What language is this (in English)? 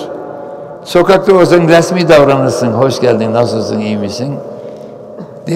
Turkish